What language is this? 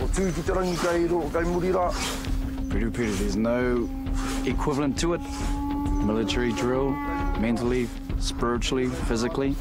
Māori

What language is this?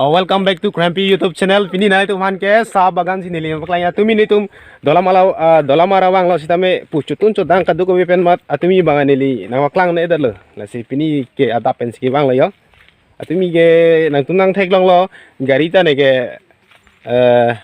Karbi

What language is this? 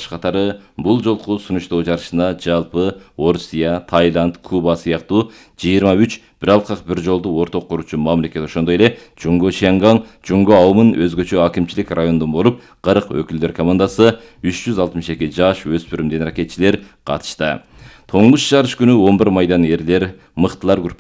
Kyrgyz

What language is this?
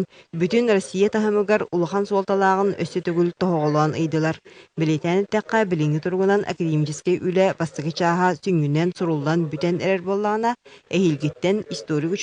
Yakut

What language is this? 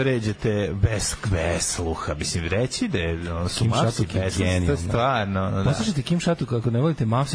Serbian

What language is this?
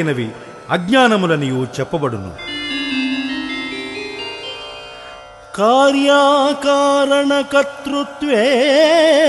Telugu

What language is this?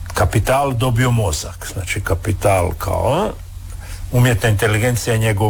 Croatian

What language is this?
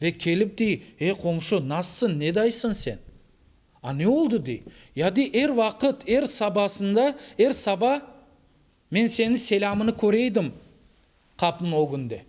Crimean Tatar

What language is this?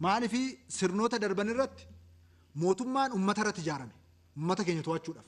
Oromo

